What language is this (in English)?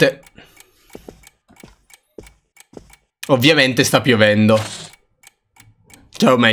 Italian